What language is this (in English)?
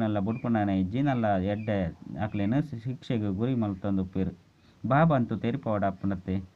Tulu